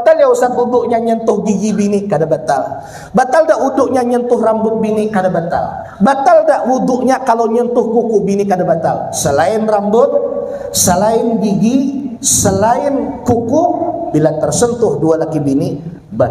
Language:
Banjar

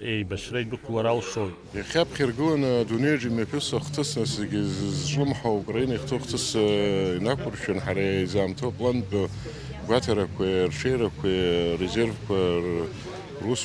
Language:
Abkhazian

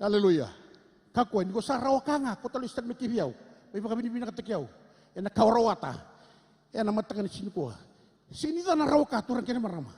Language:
Fijian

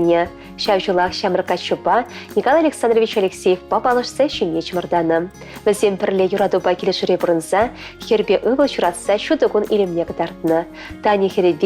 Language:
Chuvash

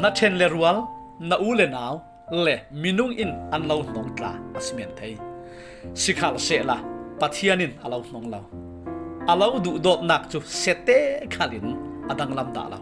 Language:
Falam Chin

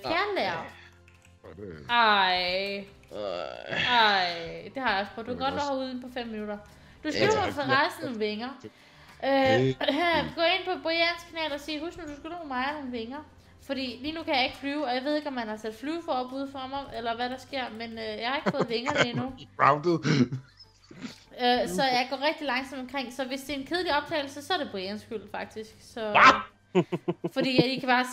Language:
Danish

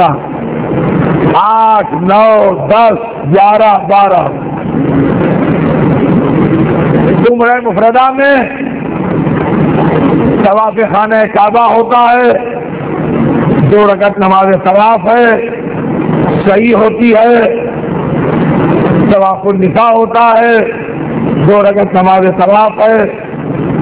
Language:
Urdu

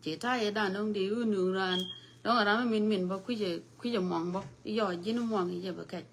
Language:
Nuer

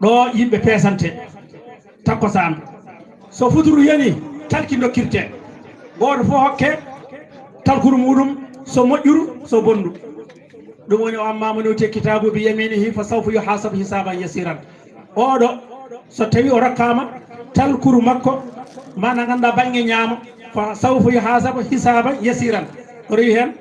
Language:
Fula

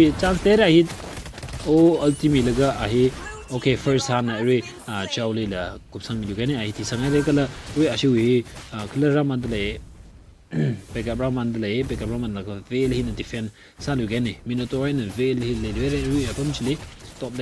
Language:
Tangkhul Naga (India)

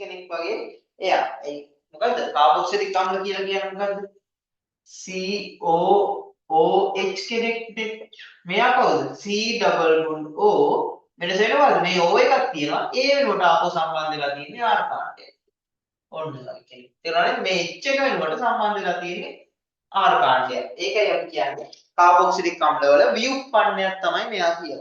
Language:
Sinhala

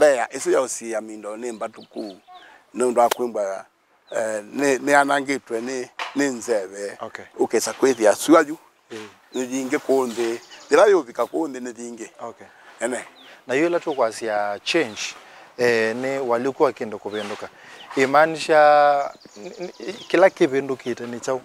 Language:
Kamba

